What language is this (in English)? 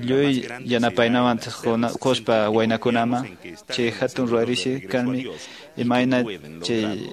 Quechua